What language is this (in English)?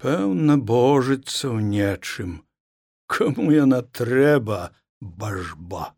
Belarusian